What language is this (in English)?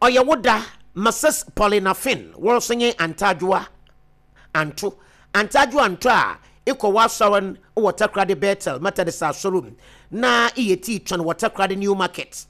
Akan